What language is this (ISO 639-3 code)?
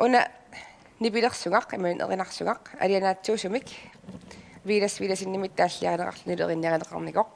kal